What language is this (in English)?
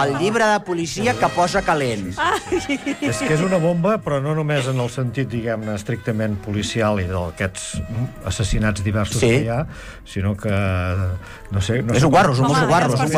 Catalan